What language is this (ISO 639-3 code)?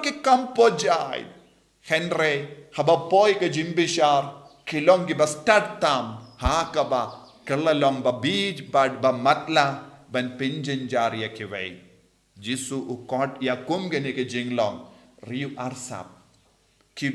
kha